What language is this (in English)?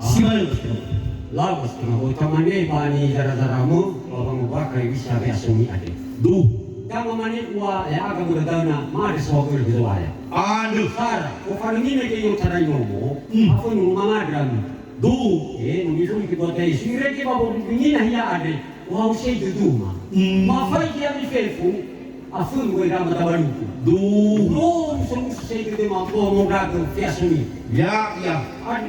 Nias